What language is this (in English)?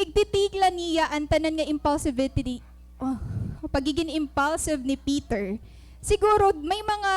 Waray